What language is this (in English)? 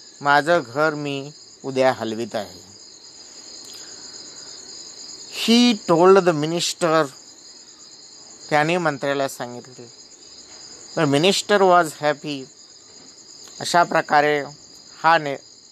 Marathi